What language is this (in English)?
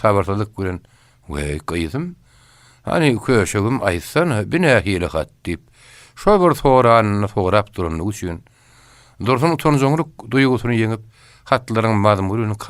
Turkmen